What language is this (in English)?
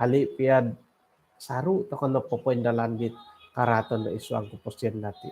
Central Dusun